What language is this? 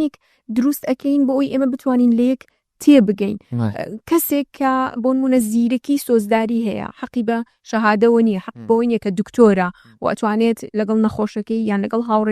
Central Kurdish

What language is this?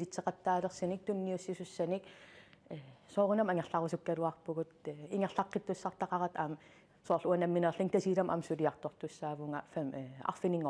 Kalaallisut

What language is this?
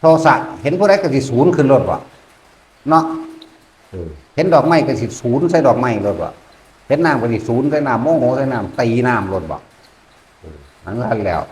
Northeastern Thai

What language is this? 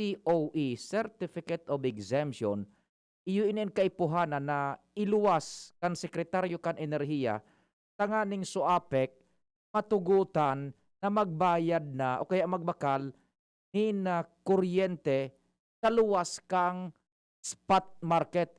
Bikol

